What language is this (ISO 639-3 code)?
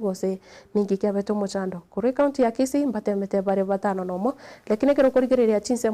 guz